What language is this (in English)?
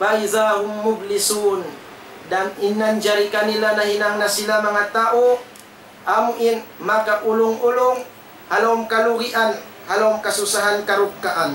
Tausug